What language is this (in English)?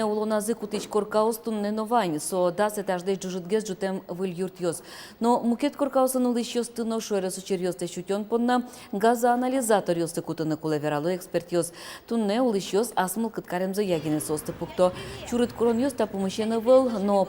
Udmurt